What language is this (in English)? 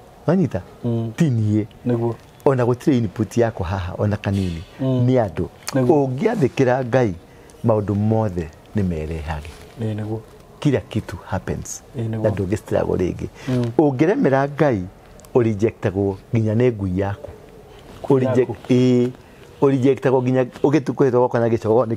Kikuyu